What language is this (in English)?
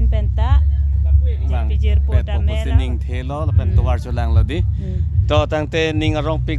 Karbi